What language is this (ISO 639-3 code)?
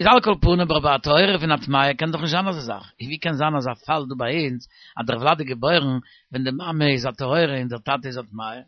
yid